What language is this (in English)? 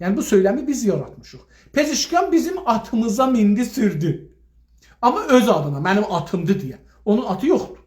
South Azerbaijani